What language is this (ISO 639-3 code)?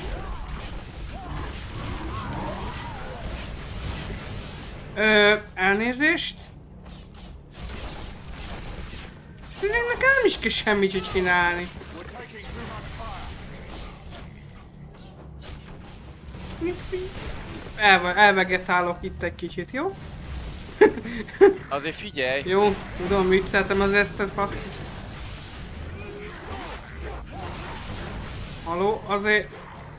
hun